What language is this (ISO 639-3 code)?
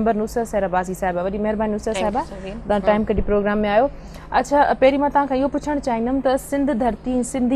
snd